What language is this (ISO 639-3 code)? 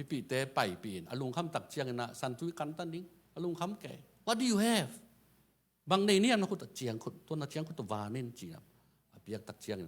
ctd